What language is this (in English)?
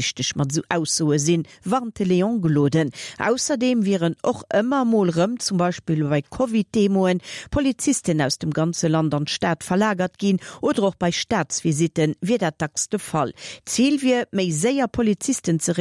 Luxembourgish